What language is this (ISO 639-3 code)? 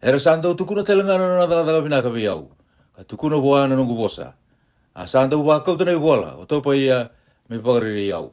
fij